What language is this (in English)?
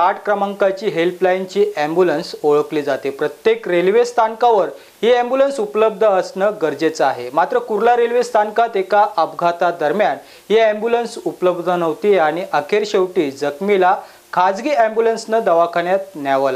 Marathi